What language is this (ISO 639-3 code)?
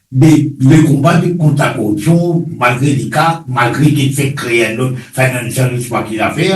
mfe